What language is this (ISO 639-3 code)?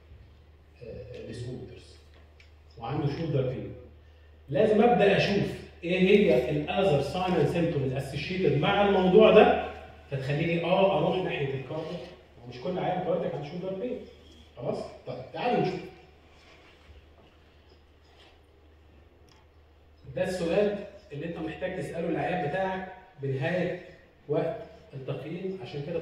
arz